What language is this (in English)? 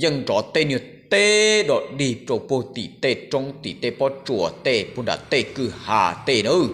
Hmong